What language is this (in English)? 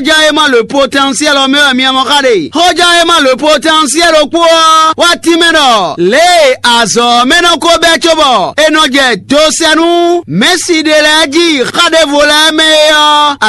Fon